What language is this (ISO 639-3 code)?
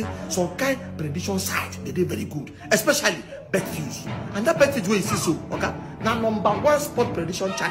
pcm